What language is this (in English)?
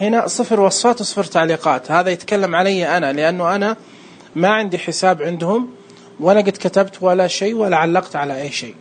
Najdi Arabic